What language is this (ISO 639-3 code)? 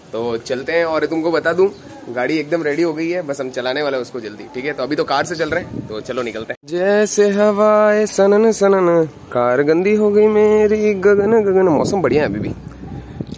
hin